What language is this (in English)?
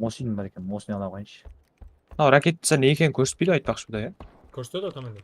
Kara-Kalpak